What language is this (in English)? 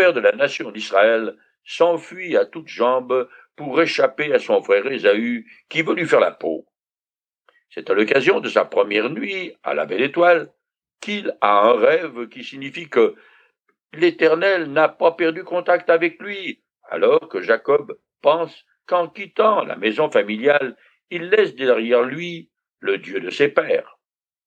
French